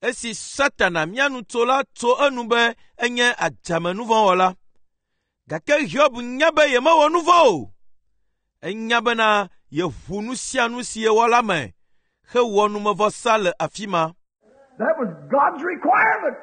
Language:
Ewe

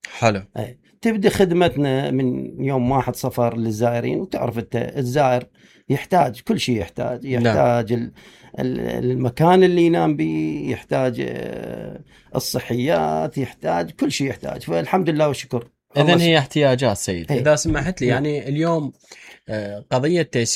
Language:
Mesopotamian Arabic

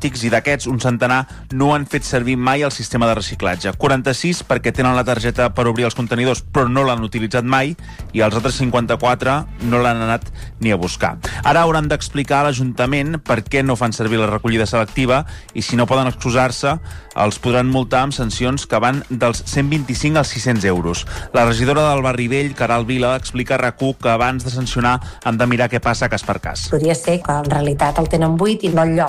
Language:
Catalan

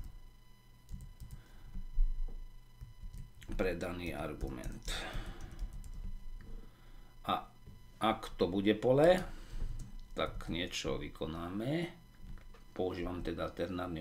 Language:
Slovak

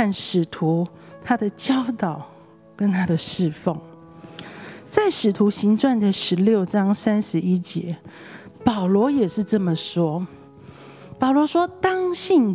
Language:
Chinese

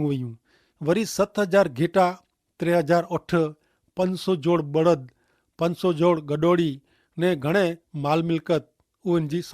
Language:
Kachhi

